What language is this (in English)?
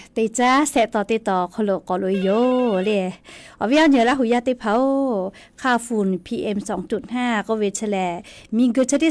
Lahu